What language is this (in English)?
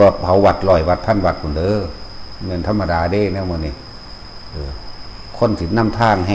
Northeastern Thai